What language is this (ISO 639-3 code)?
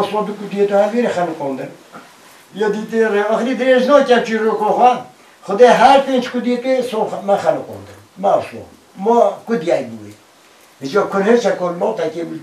kur